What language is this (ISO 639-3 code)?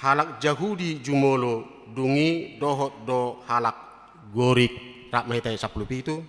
bbc